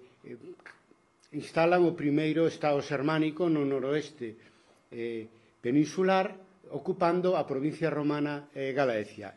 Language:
Galician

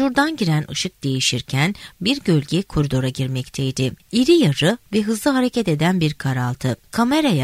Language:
Turkish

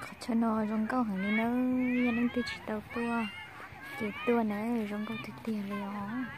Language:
Hmong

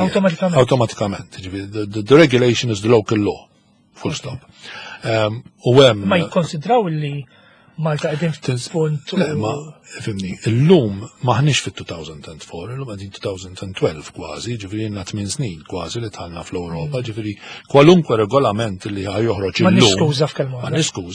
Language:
Maltese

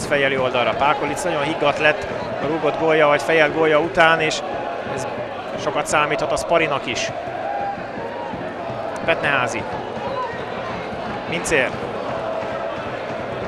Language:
Hungarian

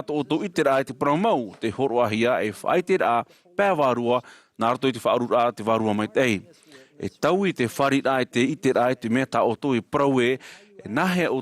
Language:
Tahitian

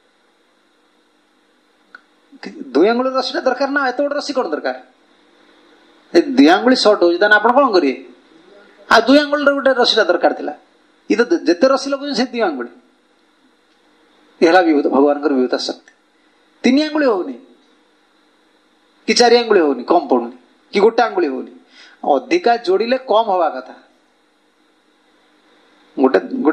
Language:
Odia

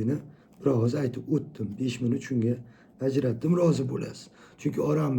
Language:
Uzbek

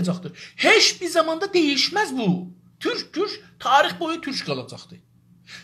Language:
South Azerbaijani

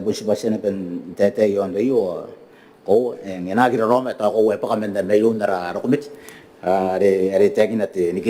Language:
Gilbertese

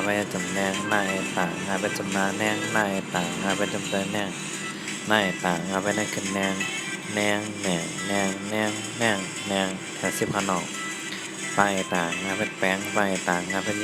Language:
Shan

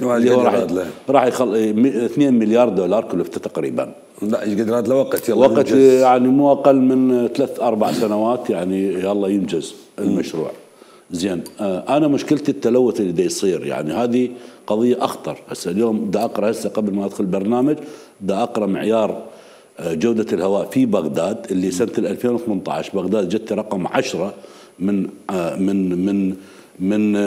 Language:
Mesopotamian Arabic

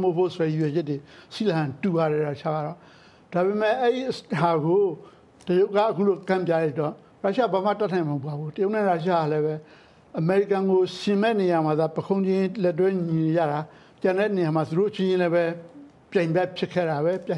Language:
Burmese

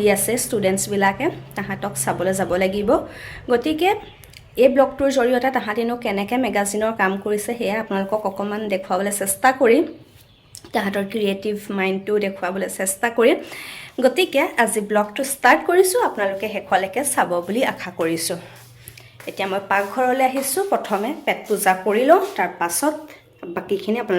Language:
Assamese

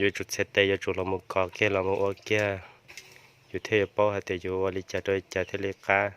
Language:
Hmong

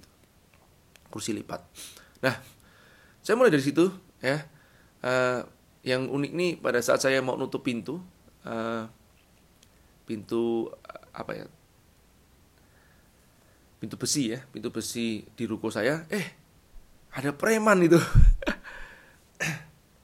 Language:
Indonesian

